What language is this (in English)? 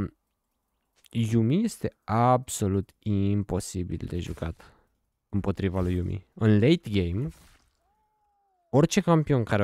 Romanian